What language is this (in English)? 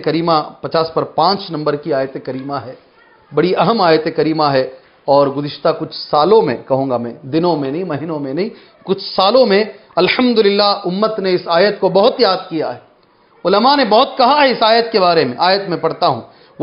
Urdu